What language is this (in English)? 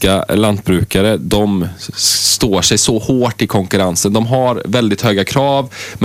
Swedish